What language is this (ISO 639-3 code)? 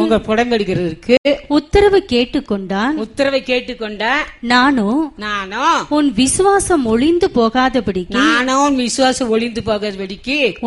tam